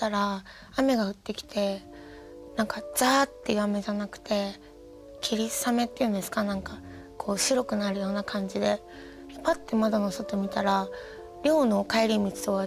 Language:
Japanese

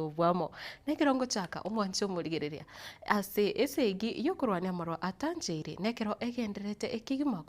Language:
Gusii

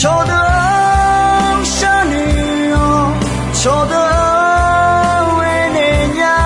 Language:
Akha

